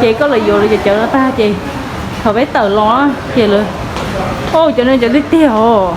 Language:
Hmong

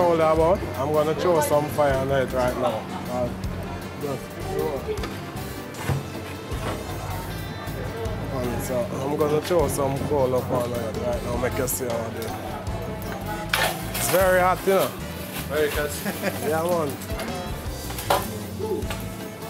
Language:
Serbian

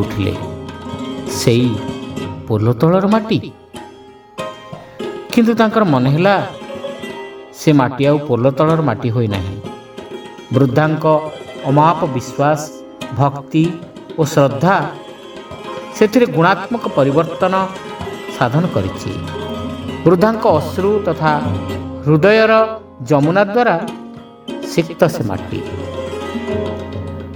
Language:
Odia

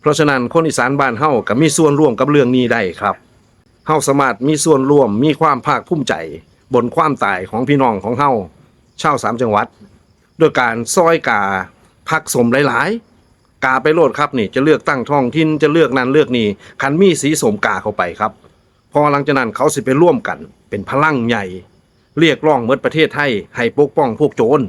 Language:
Northeastern Thai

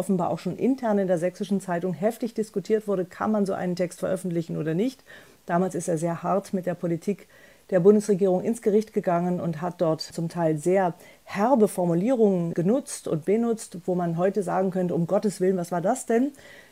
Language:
German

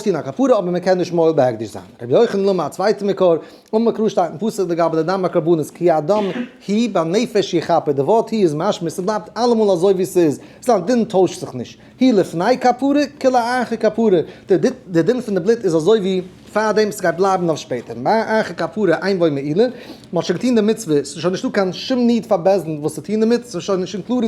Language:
Yiddish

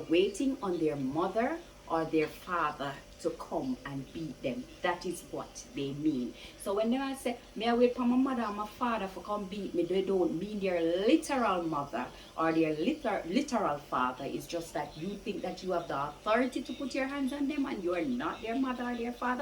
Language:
Jamaican Creole English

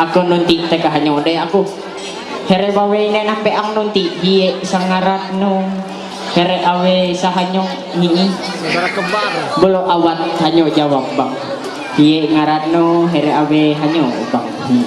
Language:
Ma'anyan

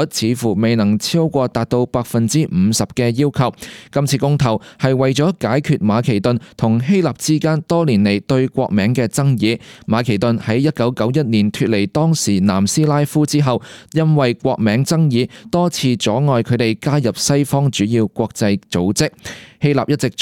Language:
Cantonese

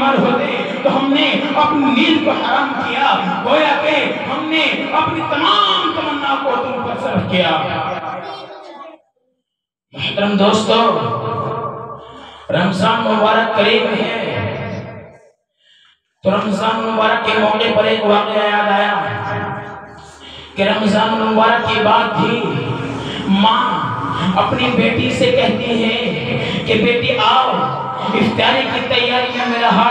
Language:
Urdu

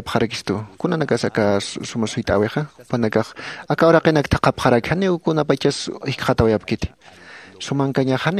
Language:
Aymara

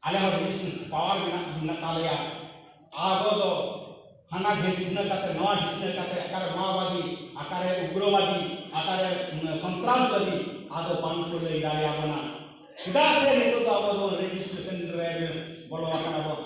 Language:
Santali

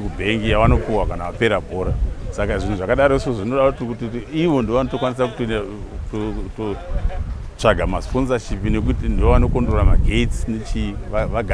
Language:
Shona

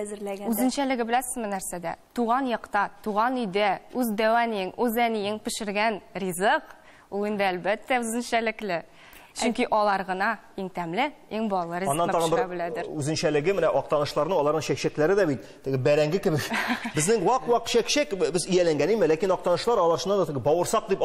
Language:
Tatar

